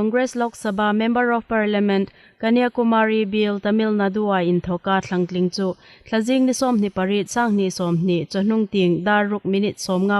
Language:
Hmar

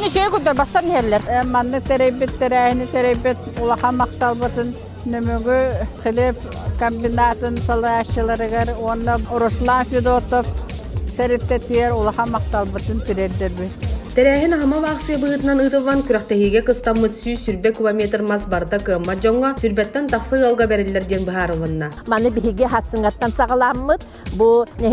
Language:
Yakut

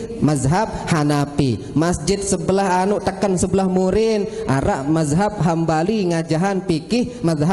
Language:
Sasak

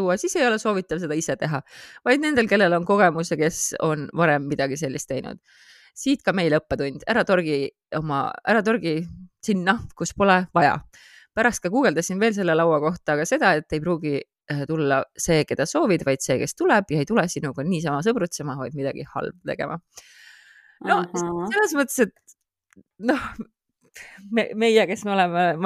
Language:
Estonian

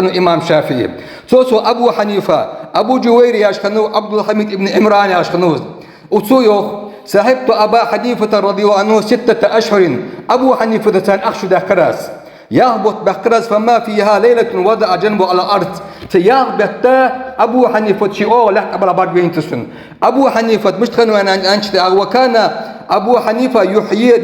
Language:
Ingush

